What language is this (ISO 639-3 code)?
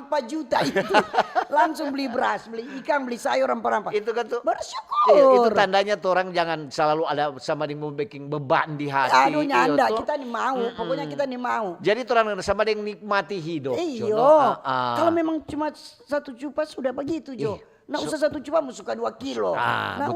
xmm